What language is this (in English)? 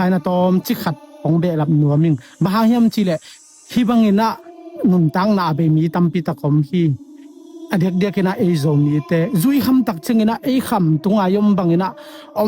Tedim Chin